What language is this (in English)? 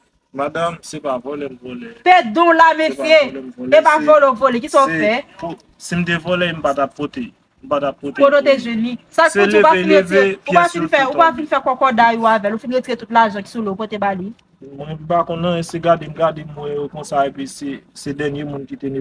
Haitian Creole